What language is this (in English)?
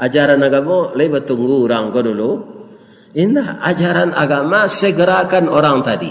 Minangkabau